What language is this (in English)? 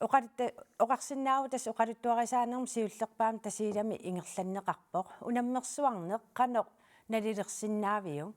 Kalaallisut